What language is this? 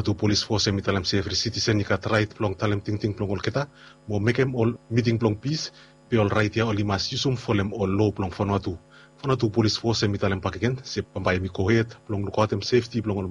Bislama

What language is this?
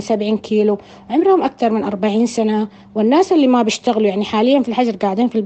Sudanese Arabic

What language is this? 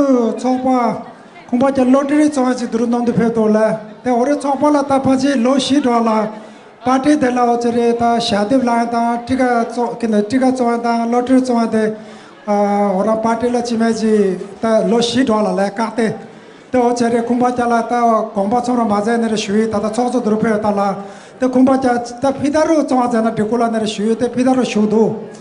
Tibetan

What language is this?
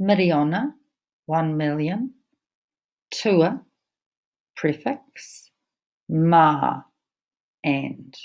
Māori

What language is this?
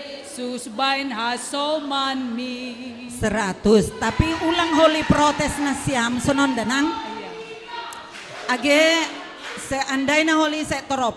Batak Simalungun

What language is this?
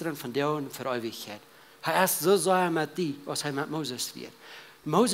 Plautdietsch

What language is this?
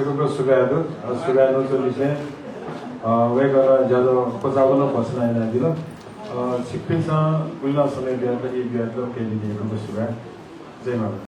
Newari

